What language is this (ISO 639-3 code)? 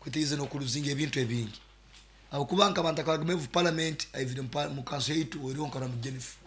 nyo